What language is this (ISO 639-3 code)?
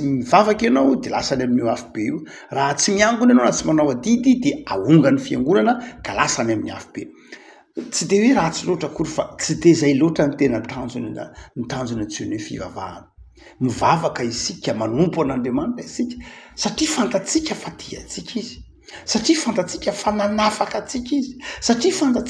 mlg